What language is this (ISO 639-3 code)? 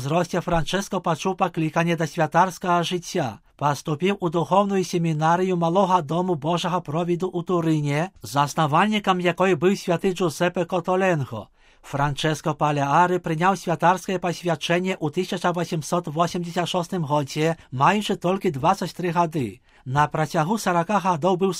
bel